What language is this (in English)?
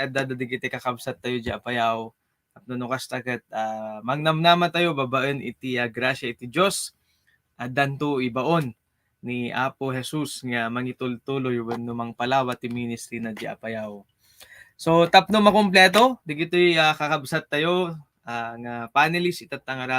Iloko